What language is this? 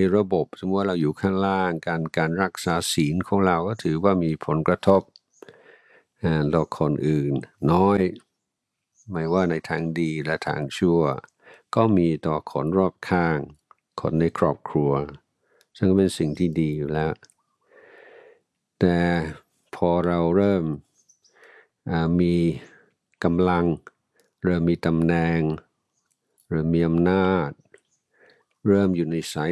Thai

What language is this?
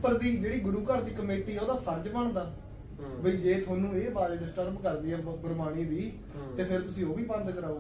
Punjabi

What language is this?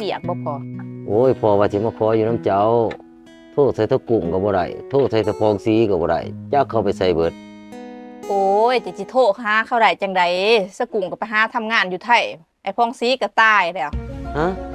Lao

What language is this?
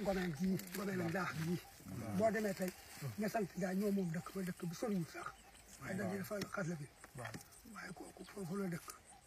Wolof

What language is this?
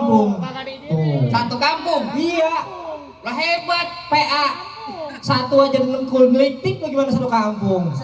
Betawi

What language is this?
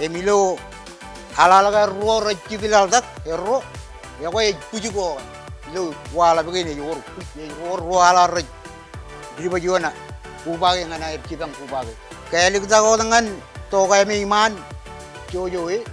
Marshallese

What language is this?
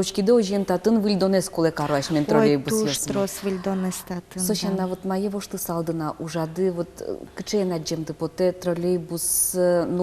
Udmurt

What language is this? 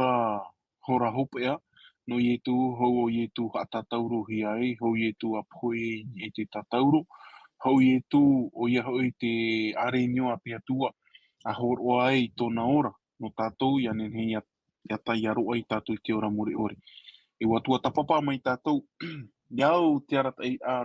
Tahitian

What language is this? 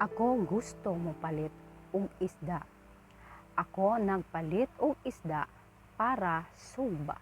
Cebuano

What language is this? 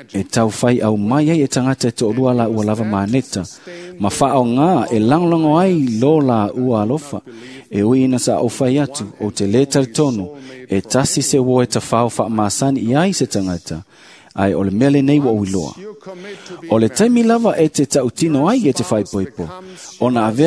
Samoan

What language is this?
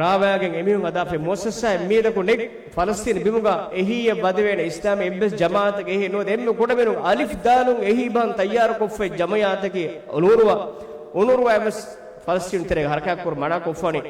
Divehi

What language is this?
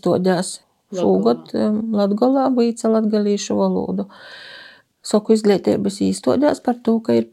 Latvian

